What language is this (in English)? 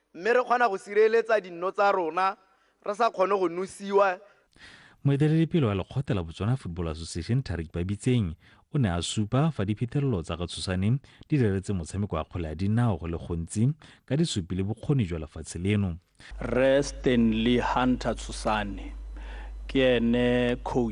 Tswana